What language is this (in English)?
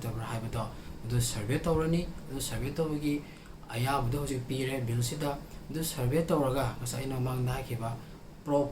Manipuri